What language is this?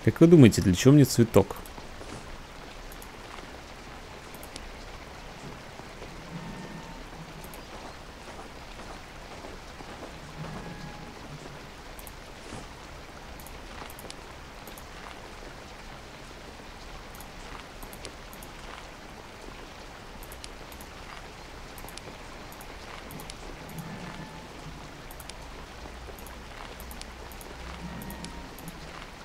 Russian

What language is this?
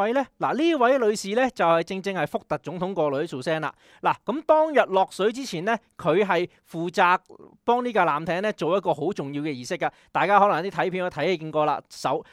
Cantonese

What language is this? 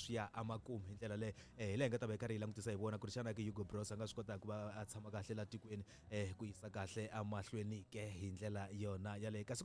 Tsonga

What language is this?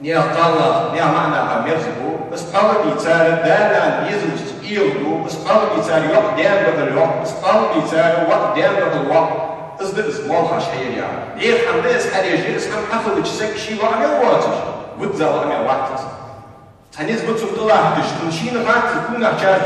Ingush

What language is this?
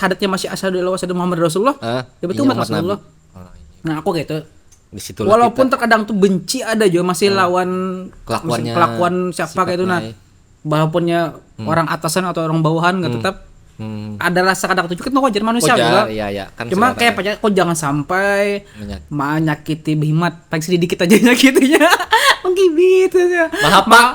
Banjar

